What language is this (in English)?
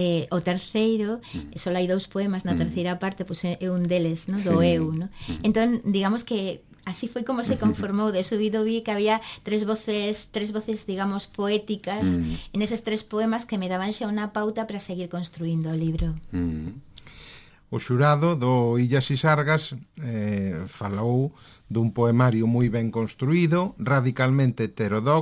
Galician